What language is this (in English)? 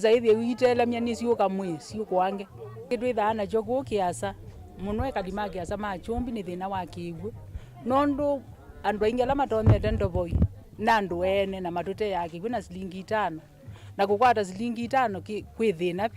Kamba